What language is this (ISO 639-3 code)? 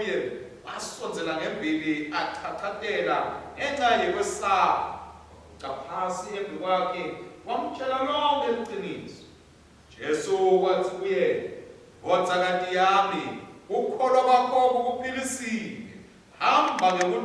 ssw